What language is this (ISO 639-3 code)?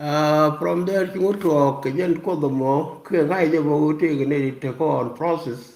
nus